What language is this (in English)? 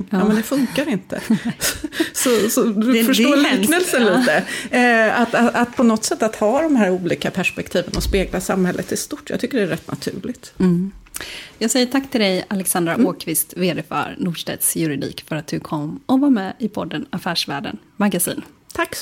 Swedish